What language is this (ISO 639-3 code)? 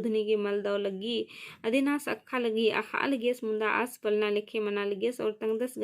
kru